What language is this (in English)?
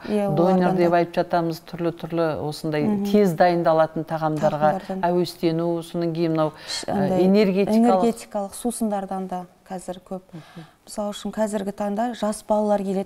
Kazakh